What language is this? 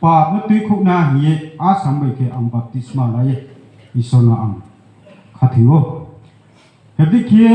Riang (India)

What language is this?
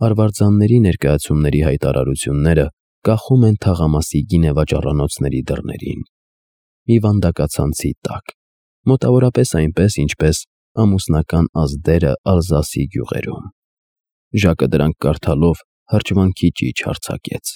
Armenian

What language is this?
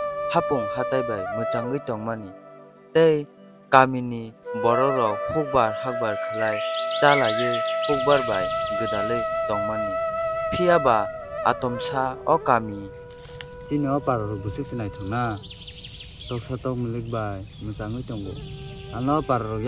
Kok Borok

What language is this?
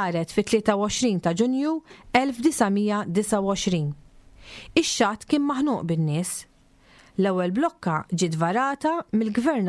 Maltese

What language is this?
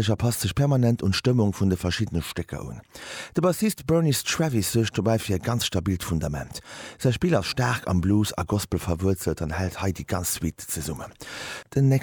Luxembourgish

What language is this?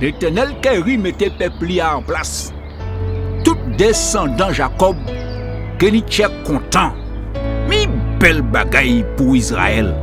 Guadeloupean Creole French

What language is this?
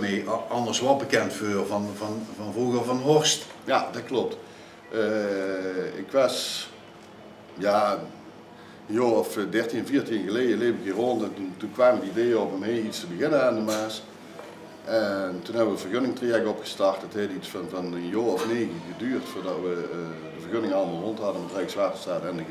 Limburgish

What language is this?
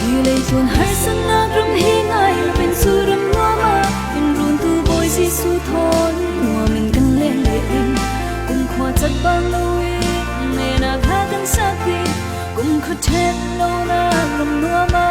Falam Chin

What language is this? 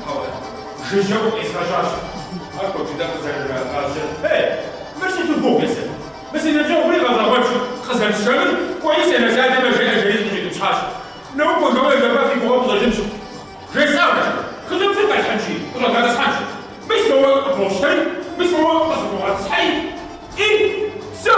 Kabardian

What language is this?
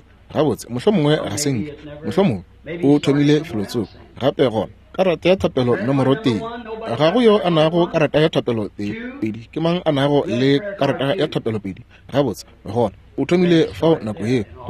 Northern Sotho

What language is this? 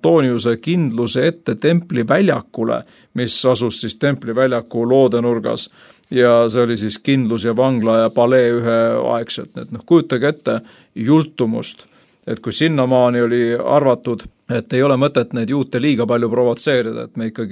Estonian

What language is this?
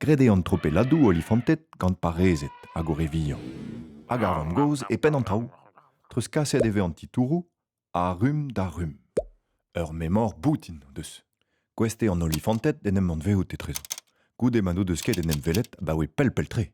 Breton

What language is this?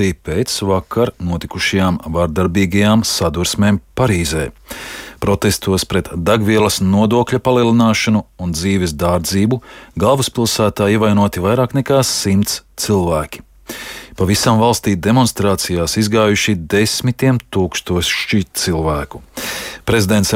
Latvian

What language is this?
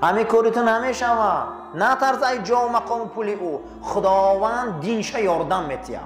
Tajik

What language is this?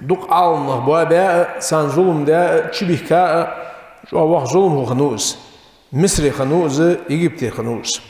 Ingush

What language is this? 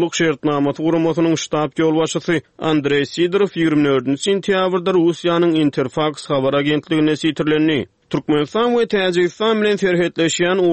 Turkmen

